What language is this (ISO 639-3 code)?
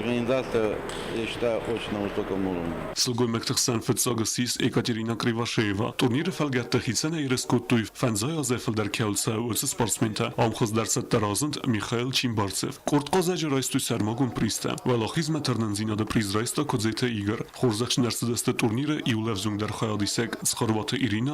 oss